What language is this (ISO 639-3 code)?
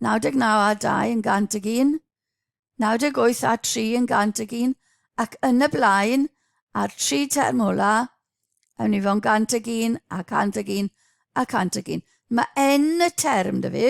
cym